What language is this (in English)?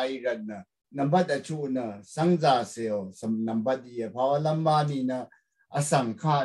Rawang